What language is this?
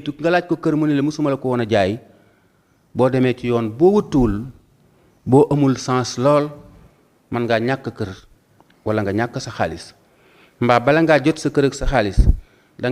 Wolof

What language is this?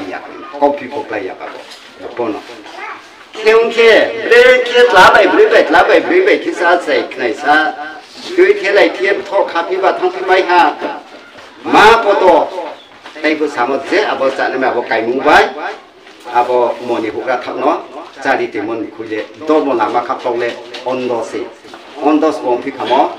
Riang (India)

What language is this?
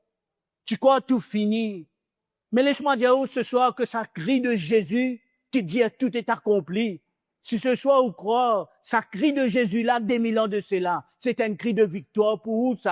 Morisyen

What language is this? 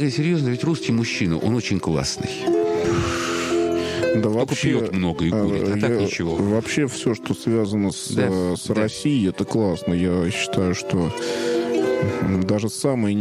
Russian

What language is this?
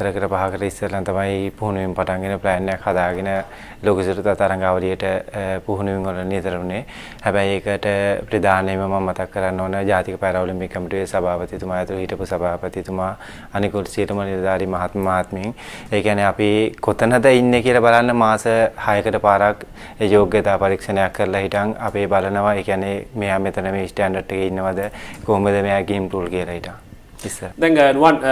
Sinhala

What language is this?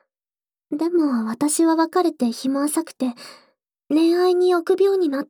Japanese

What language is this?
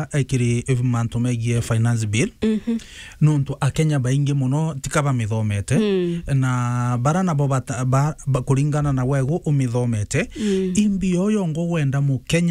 Meru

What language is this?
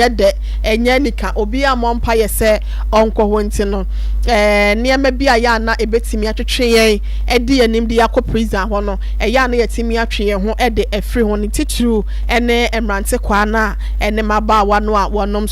Akan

